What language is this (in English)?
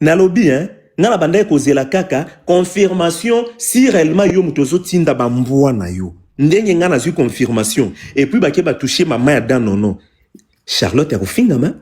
Lingala